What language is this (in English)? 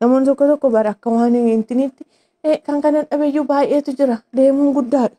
Oromo